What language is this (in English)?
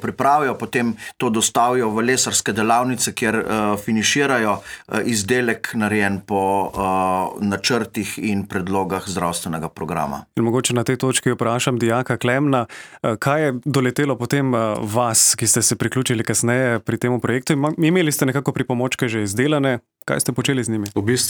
Slovenian